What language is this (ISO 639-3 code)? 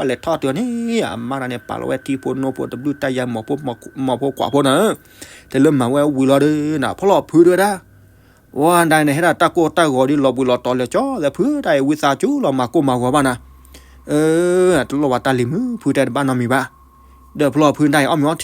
ksw